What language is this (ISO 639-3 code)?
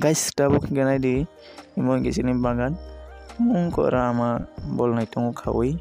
trp